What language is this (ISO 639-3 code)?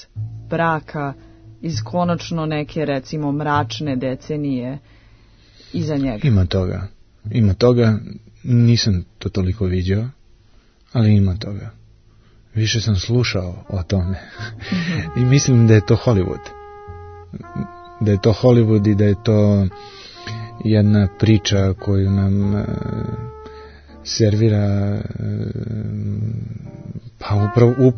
srp